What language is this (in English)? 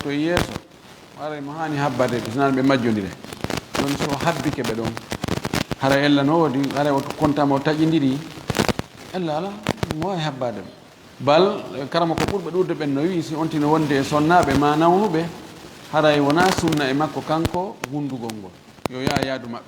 Fula